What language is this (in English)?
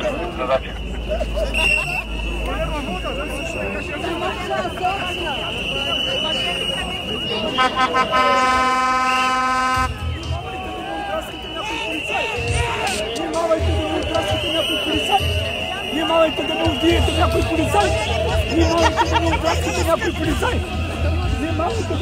Bulgarian